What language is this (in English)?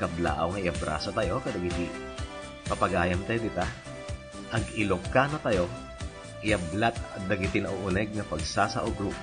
Iloko